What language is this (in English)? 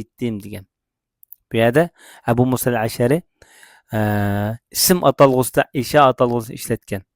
Uyghur